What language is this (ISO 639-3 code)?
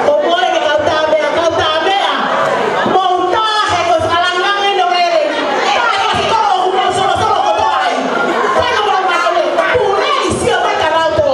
ton